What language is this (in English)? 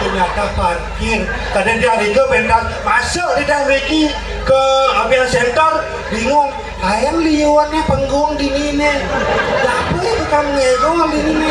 Balinese